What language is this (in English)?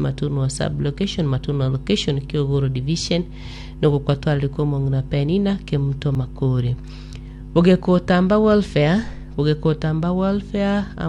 Gusii